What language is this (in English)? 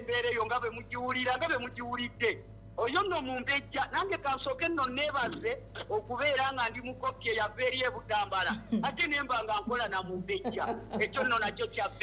Ganda